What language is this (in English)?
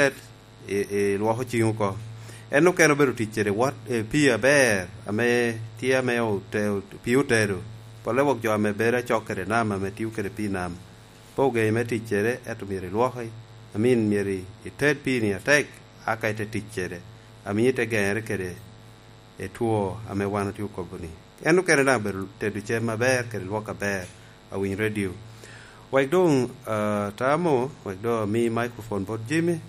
Lango (Uganda)